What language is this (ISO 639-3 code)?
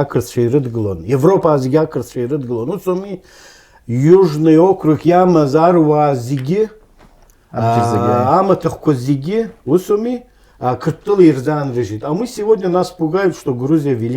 abk